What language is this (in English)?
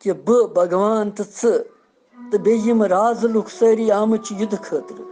Kashmiri